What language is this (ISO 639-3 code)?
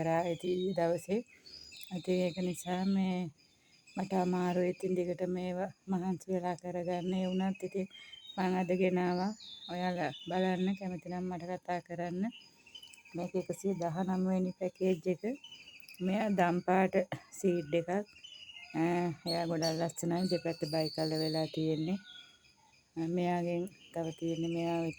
sin